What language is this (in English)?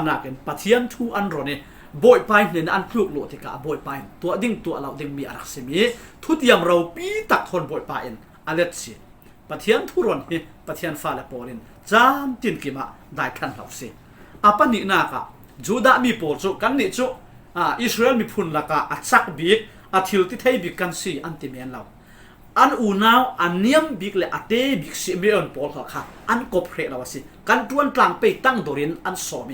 Falam Chin